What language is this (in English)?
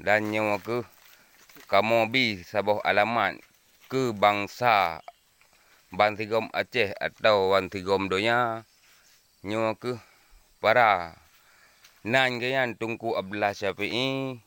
Achinese